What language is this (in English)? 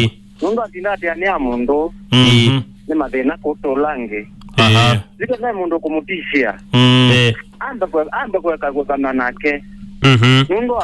Kamba